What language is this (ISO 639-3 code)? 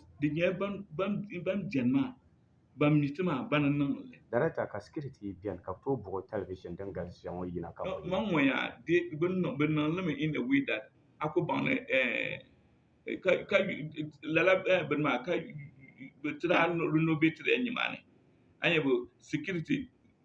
dag